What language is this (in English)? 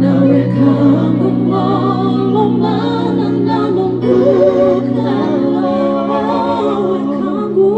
Fijian